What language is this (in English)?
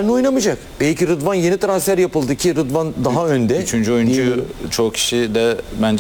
Turkish